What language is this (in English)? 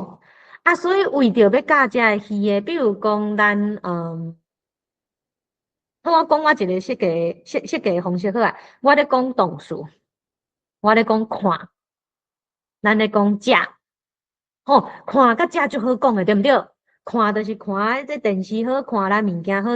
Min Nan Chinese